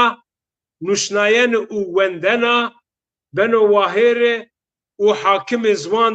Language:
Zaza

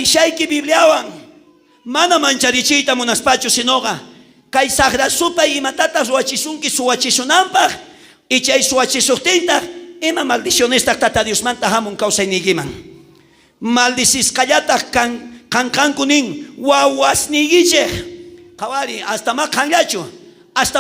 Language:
South Bolivian Quechua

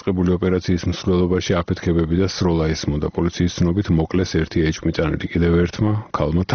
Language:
Georgian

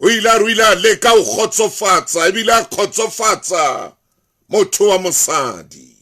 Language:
Southern Sotho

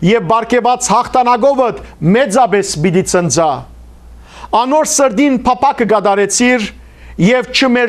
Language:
Western Armenian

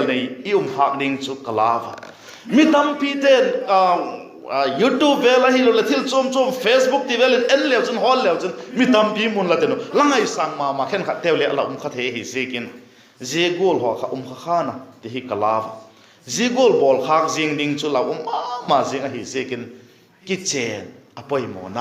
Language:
Vaiphei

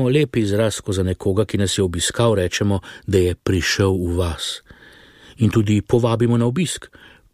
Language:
Slovenian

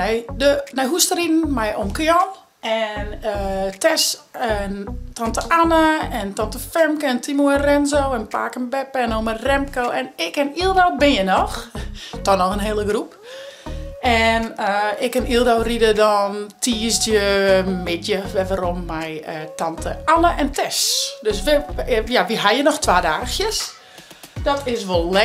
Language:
Western Frisian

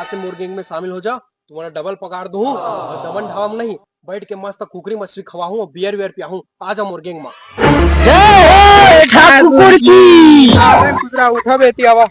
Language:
Chhattisgarhi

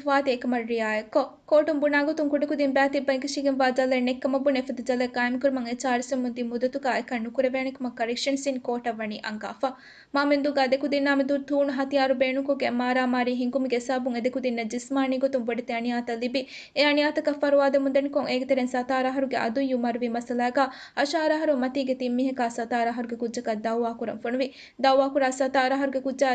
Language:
Divehi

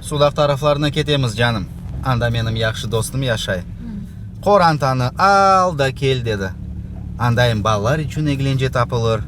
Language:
Crimean Tatar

